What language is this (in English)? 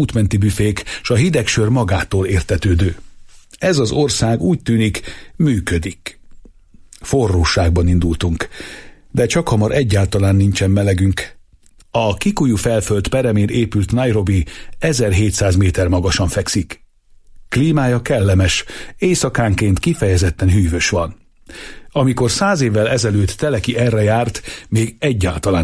Hungarian